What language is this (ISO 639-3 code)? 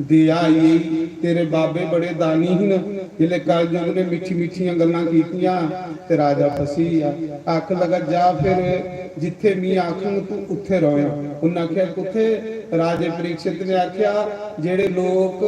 doi